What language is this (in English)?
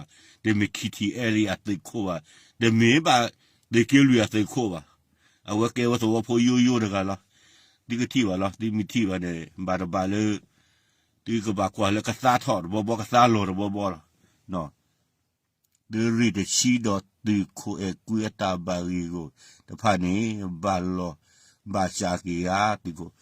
S'gaw Karen